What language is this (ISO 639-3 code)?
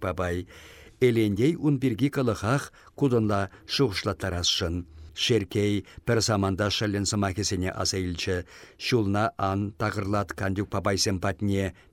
chv